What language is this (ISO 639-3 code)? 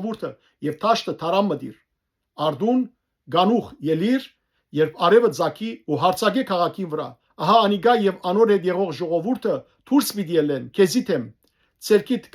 hyw